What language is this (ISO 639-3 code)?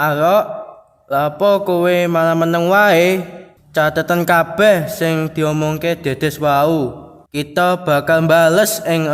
jav